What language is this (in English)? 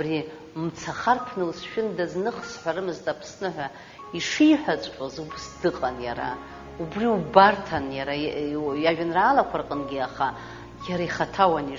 Abkhazian